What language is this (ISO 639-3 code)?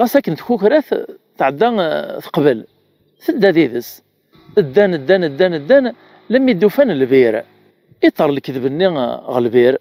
kab